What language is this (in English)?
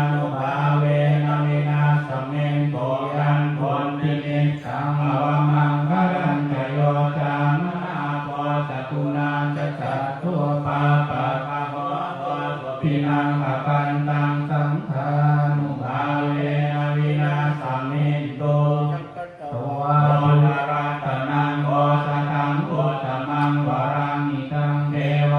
Pali